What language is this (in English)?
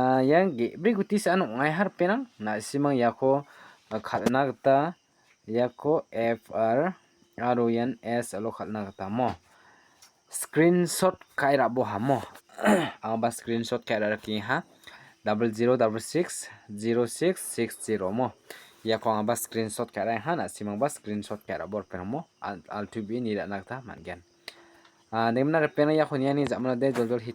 Garo